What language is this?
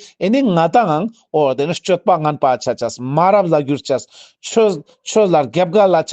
Ladakhi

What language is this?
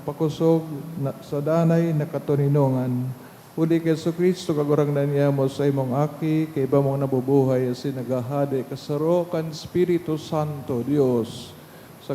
Bikol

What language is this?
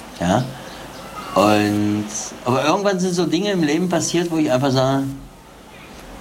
German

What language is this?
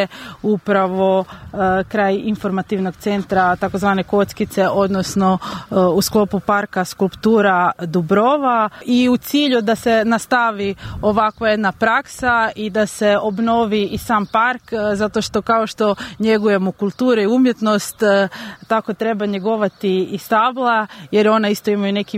Croatian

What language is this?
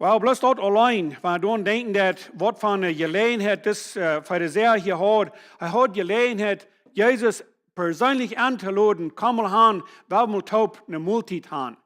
Plautdietsch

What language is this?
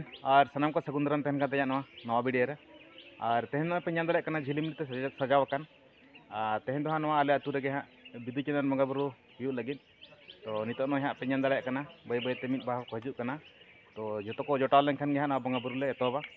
Santali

